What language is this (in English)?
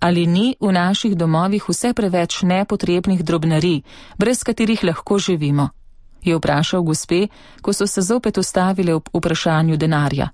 Slovenian